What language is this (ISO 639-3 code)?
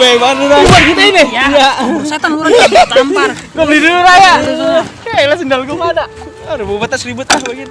bew